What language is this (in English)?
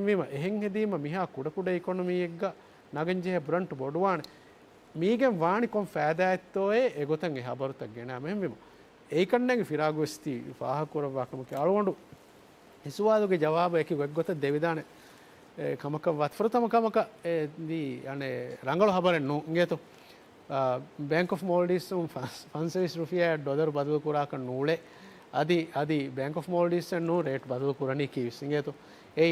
Divehi